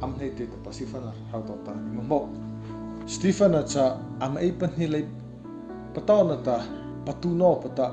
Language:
Mara Chin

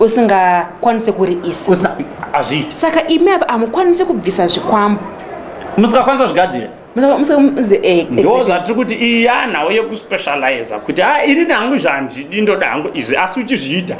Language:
Shona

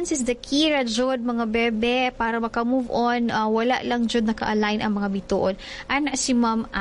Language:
Cebuano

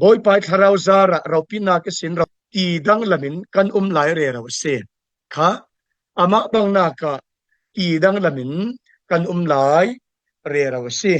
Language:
Falam Chin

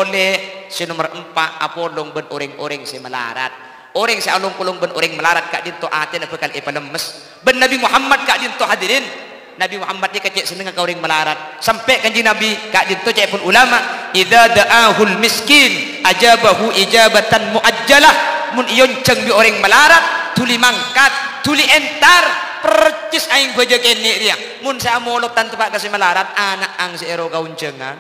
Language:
Madurese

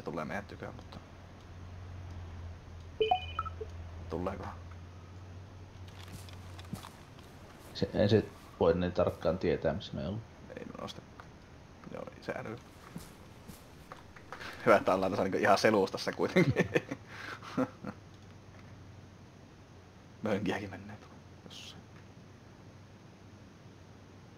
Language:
Finnish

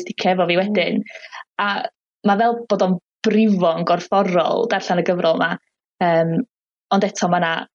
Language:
Welsh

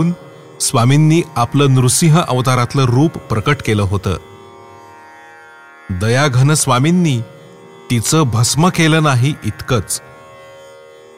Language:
Marathi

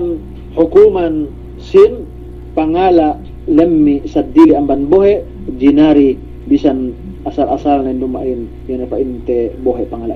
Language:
Yakan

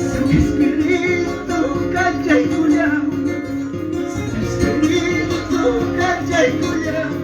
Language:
Ayacucho Quechua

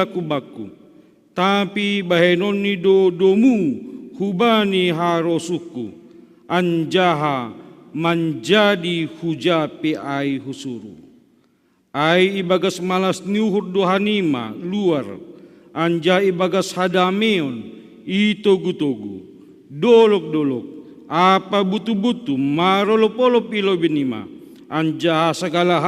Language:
Batak Simalungun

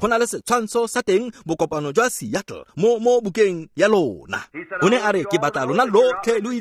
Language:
Tswana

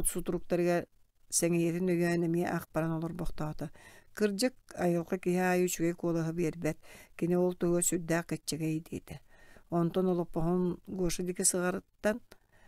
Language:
Yakut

